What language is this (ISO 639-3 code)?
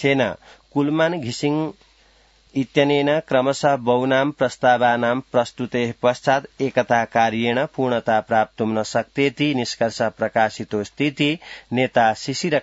san